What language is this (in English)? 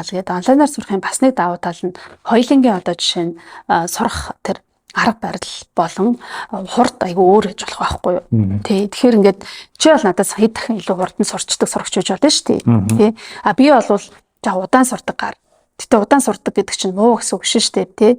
Mongolian